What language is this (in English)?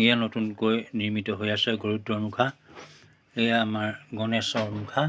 Assamese